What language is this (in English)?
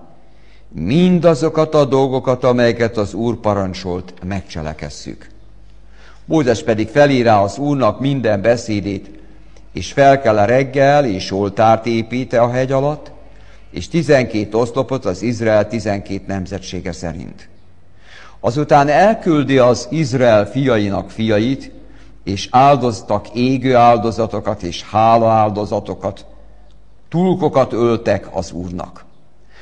Hungarian